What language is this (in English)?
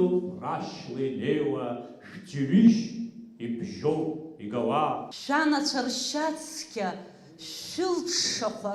Abkhazian